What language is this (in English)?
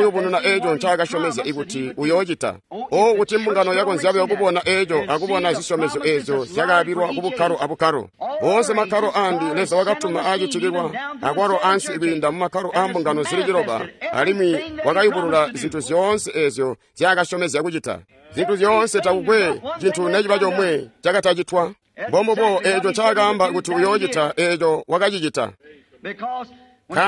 Tonga (Zambia)